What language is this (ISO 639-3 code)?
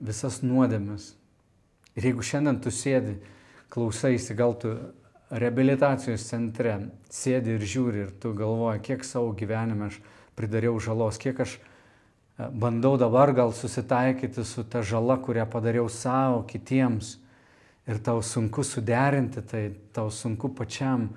lit